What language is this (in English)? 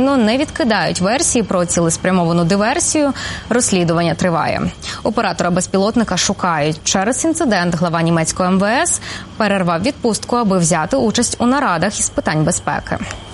Ukrainian